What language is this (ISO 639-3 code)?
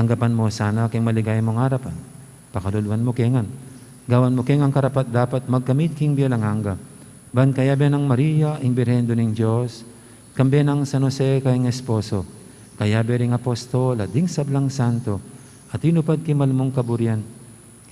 pam